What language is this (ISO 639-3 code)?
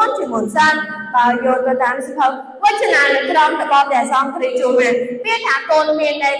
khm